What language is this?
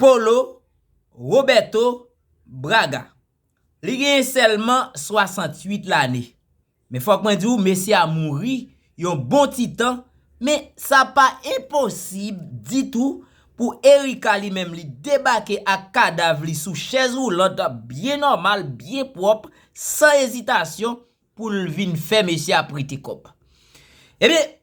Haitian Creole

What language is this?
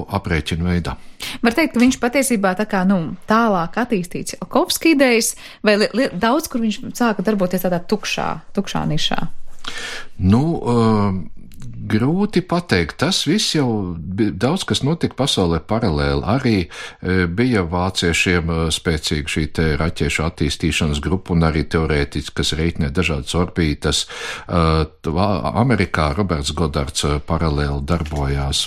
Latvian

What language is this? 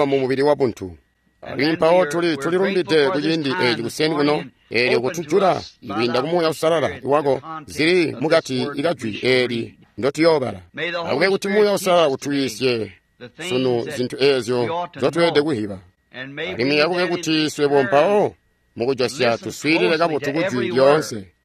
Tonga (Zambia)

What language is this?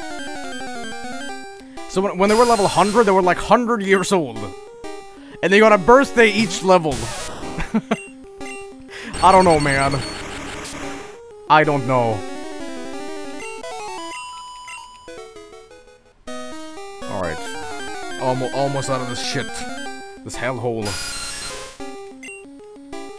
English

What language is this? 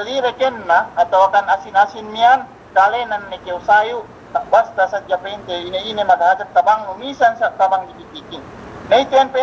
Yakan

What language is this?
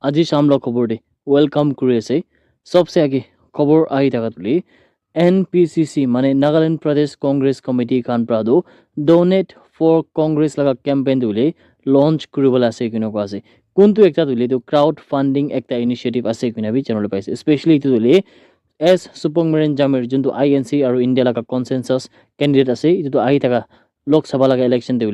Naga Pidgin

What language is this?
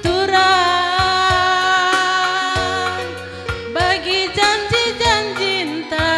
Batak Karo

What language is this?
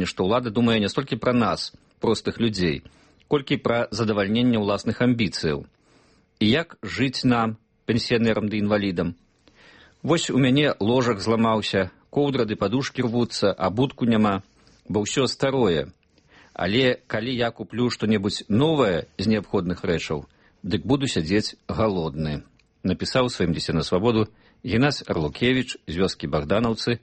Belarusian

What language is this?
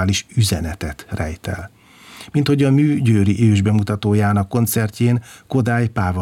Hungarian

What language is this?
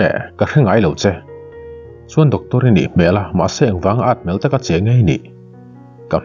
Mizo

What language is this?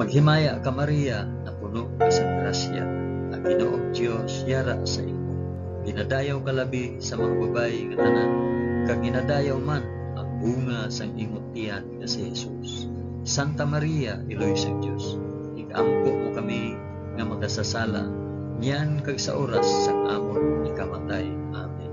Hiligaynon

